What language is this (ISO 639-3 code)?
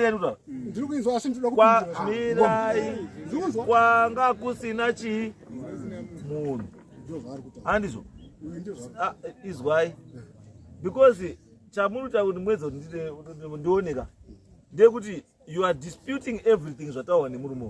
sna